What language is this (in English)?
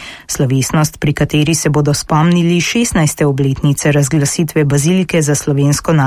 Slovenian